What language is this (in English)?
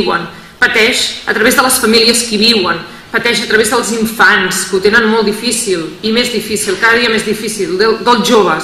Catalan